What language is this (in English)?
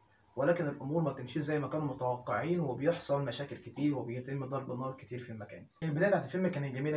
Egyptian Arabic